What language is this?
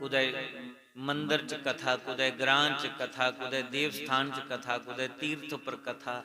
Dogri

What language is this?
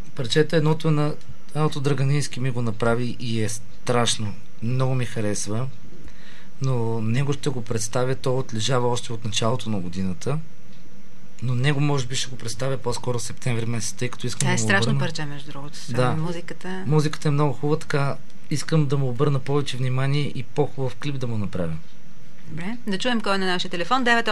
Bulgarian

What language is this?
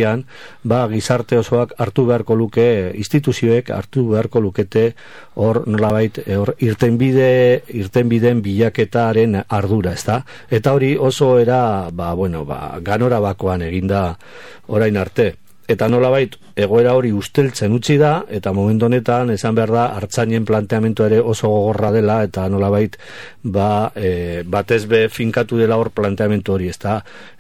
Basque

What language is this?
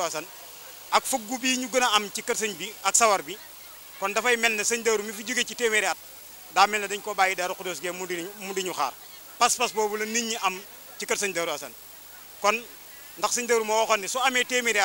Wolof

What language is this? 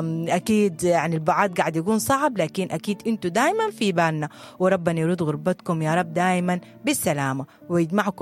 Sudanese Arabic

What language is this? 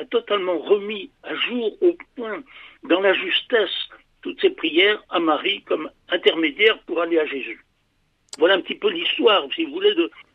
French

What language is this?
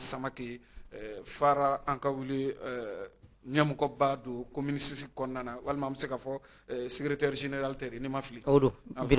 Bambara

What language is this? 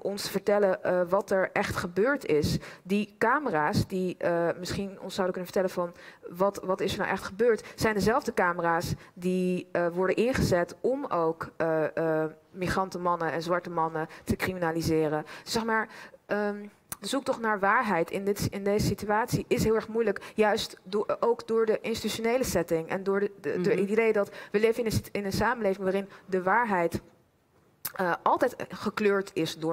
Dutch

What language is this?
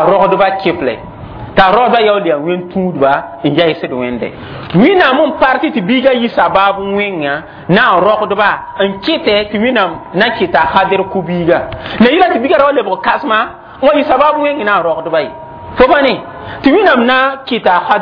Mossi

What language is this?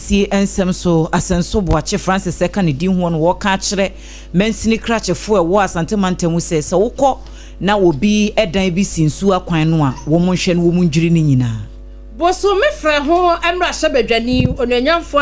Akan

